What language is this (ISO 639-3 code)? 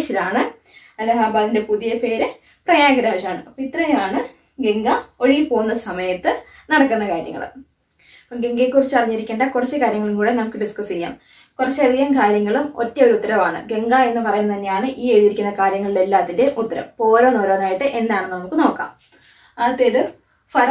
mal